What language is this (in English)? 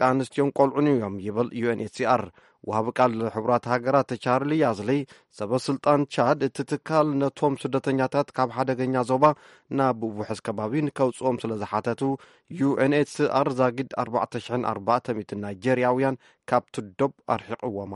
Tigrinya